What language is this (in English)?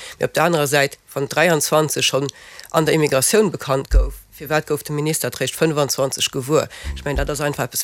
Luxembourgish